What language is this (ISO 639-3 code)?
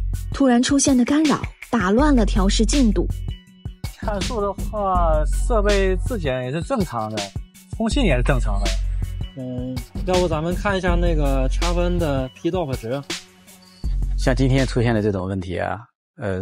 zho